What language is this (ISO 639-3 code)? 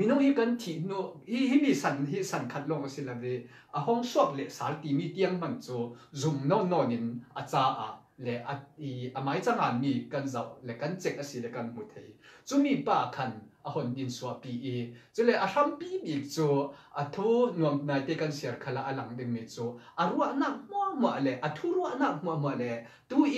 cfm